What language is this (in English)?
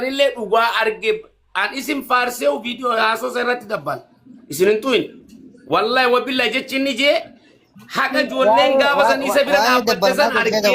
Oromo